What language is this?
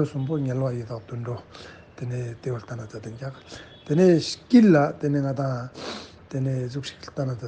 Ladakhi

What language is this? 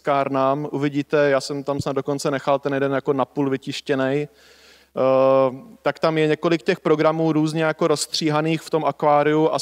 Czech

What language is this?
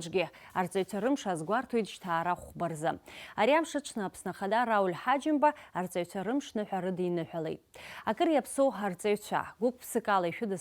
Abkhazian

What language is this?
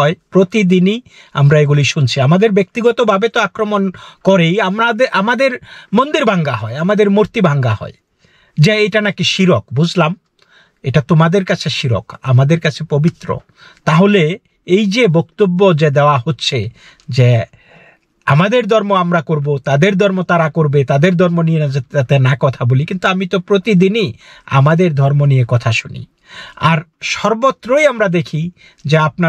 Bangla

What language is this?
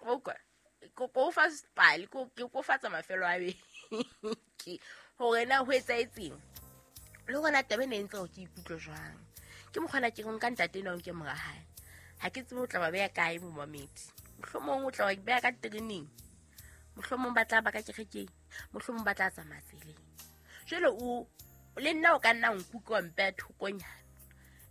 Southern Sotho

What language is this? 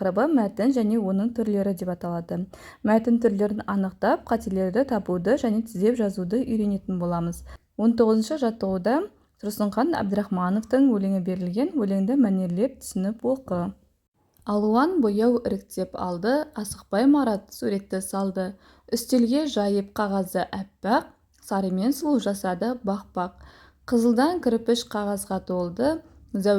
Kazakh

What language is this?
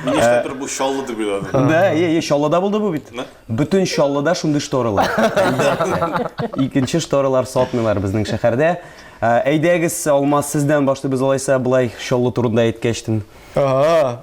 Tatar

